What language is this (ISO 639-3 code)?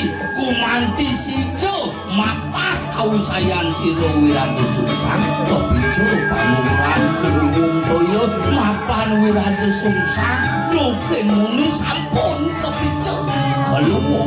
ban